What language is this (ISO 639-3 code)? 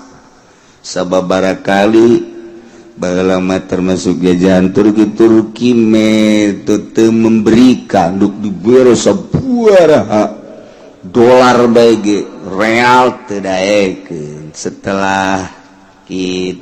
sun